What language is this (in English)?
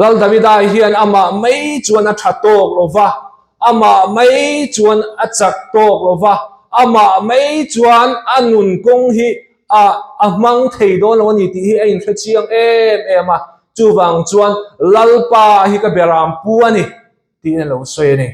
Mizo